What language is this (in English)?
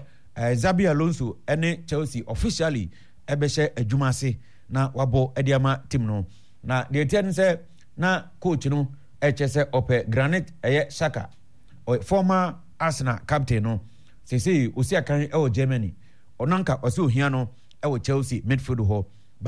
Akan